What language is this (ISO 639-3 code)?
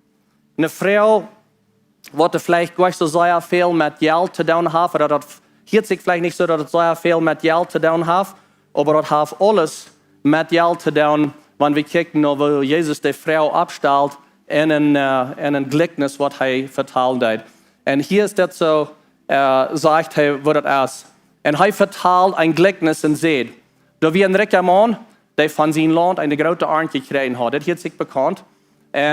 pdt